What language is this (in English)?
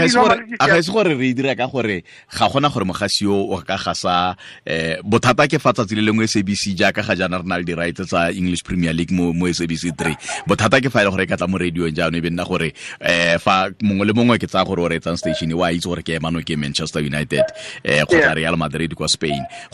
Tswana